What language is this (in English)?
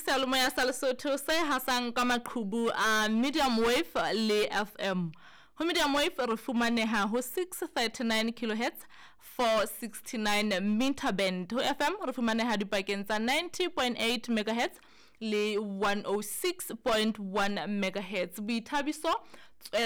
Southern Sotho